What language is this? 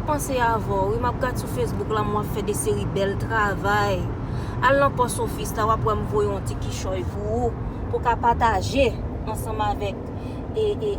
Haitian Creole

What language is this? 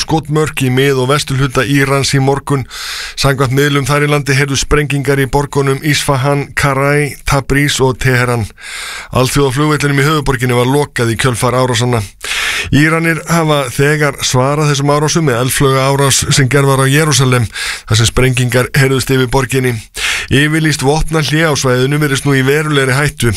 Icelandic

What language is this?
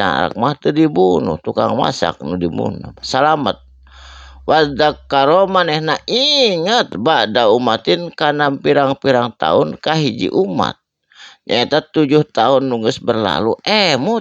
Sundanese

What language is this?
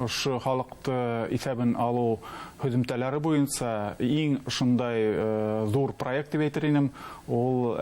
Bashkir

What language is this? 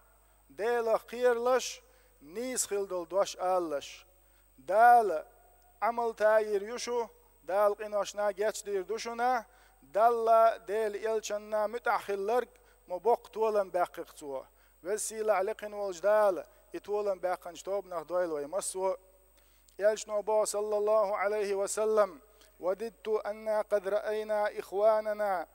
Chechen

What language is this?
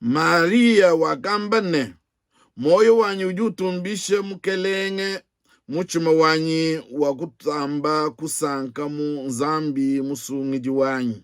Luba-Lulua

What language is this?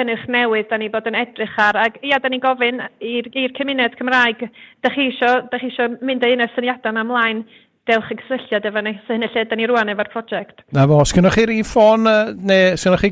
Welsh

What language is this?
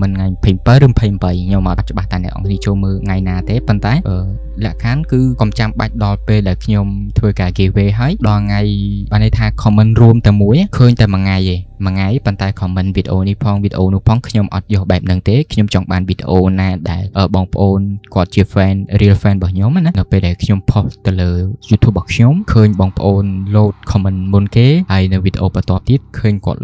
Khmer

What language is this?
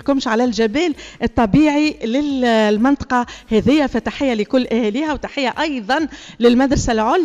Tunisian Arabic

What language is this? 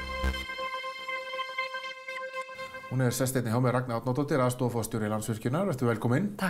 Icelandic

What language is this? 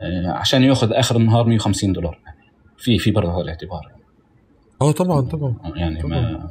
North Levantine Arabic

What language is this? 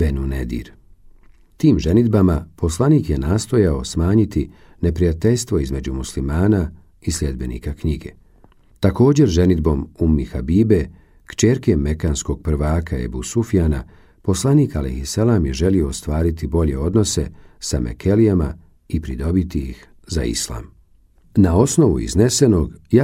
Croatian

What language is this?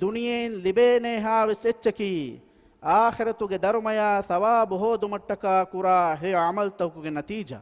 Divehi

